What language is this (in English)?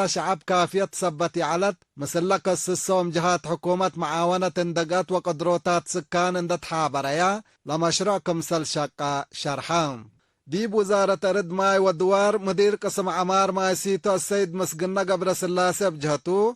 Tigre